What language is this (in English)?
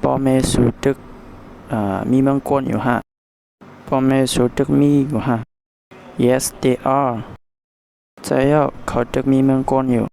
Shan